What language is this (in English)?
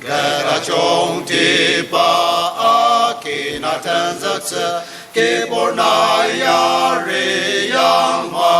Ao Naga